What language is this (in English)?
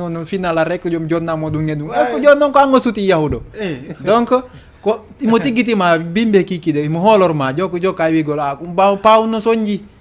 Fula